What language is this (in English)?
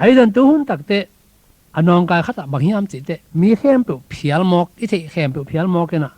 Tedim Chin